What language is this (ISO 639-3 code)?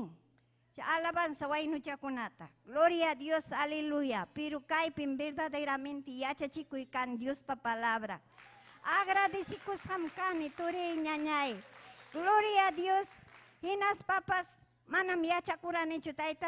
quy